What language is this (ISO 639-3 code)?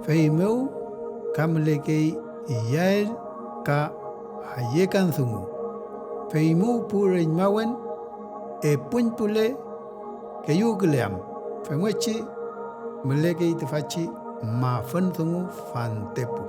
arn